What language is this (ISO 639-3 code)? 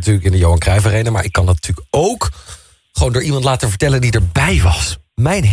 nld